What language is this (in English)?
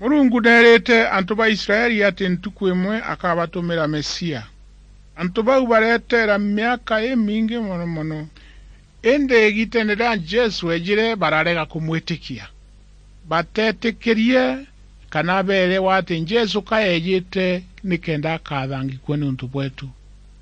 Meru